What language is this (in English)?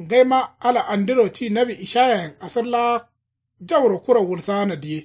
Kanuri